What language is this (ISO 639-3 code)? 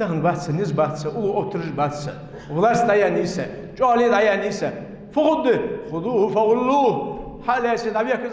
inh